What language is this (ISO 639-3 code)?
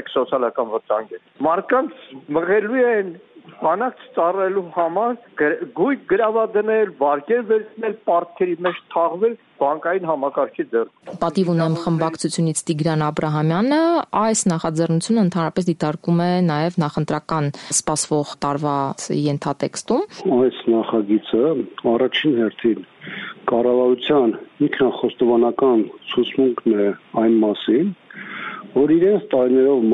hye